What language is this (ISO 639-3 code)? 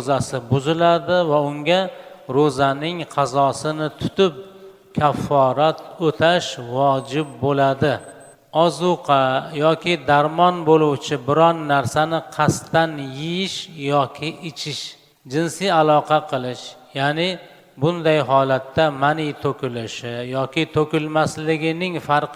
uzb